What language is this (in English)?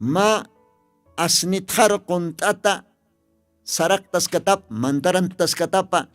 Aymara